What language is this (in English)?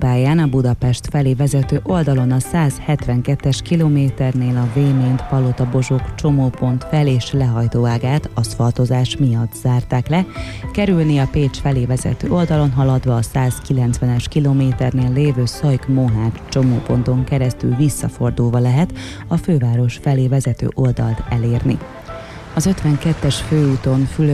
Hungarian